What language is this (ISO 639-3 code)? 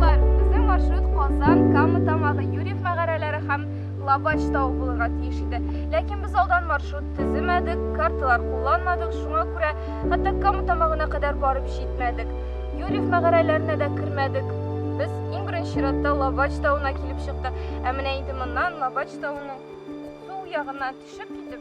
tat